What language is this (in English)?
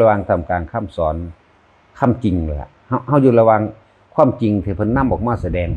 Northeastern Thai